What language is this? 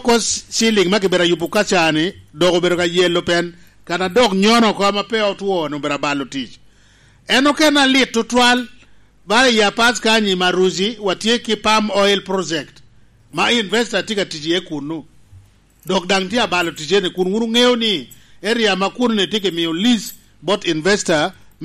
Lango (Uganda)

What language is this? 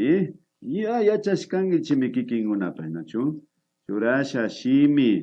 Imbabura Highland Quichua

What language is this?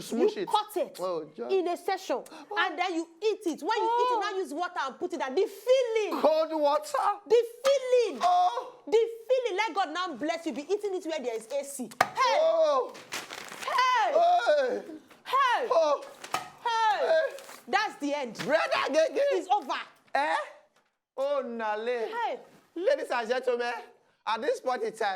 Nigerian Pidgin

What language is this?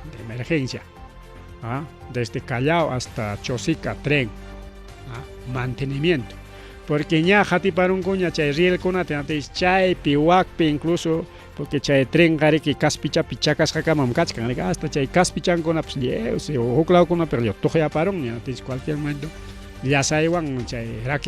Ayacucho Quechua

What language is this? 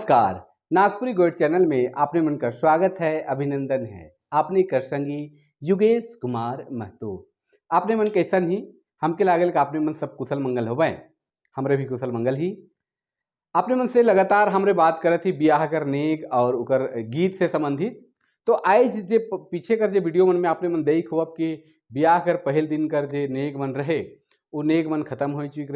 Sadri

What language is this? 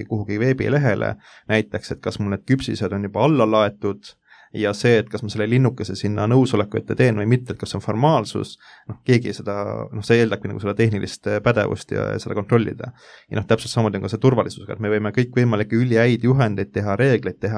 Estonian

